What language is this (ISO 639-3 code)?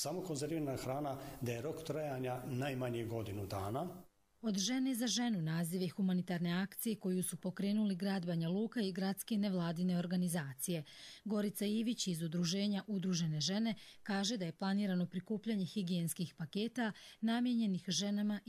hrv